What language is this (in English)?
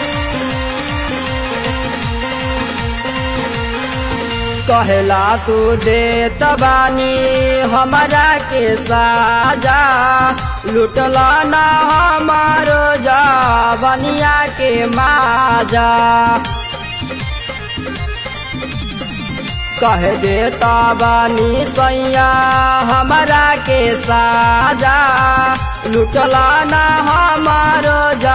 Bhojpuri